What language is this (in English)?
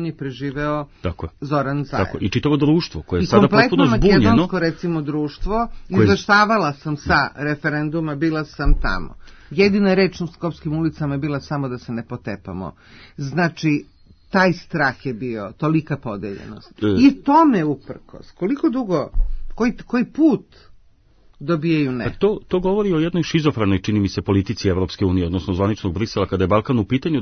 Serbian